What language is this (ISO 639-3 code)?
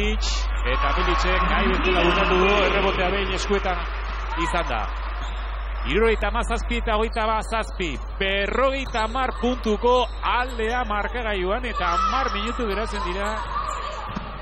eus